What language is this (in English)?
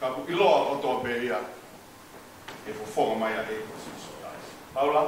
Tongan